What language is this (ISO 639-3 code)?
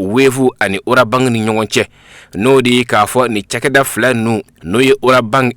bam